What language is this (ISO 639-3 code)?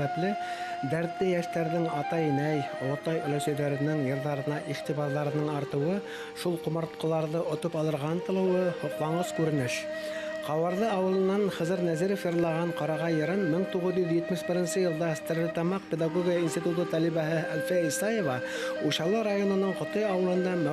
bak